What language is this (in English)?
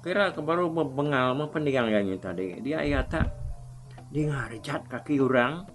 Iban